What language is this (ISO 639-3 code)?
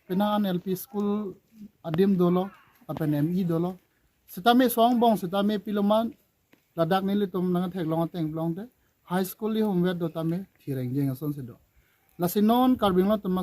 mjw